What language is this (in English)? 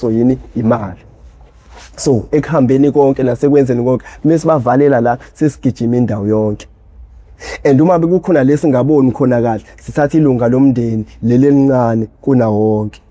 Zulu